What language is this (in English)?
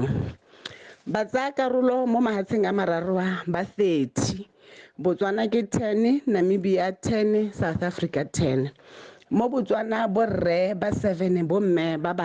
Tswana